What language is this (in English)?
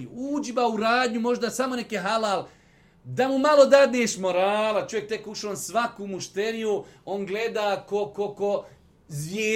Bosnian